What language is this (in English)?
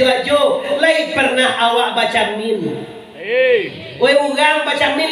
Minangkabau